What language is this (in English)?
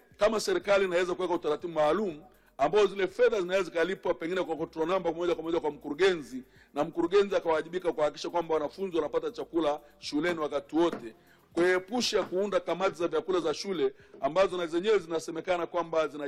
Swahili